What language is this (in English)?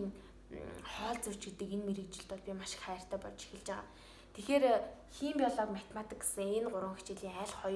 Mongolian